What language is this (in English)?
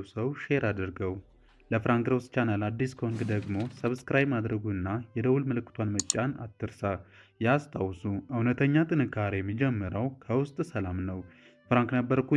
Amharic